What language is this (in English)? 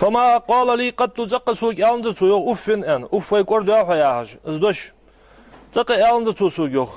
Ingush